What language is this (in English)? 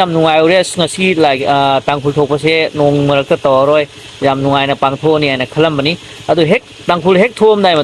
Manipuri